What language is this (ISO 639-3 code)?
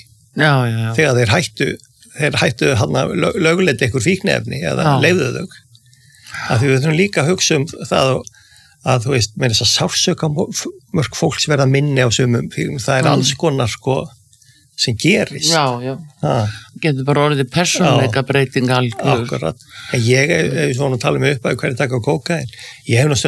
isl